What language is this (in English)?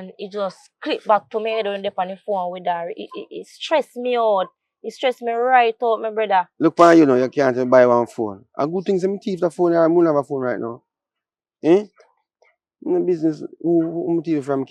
Jamaican Creole English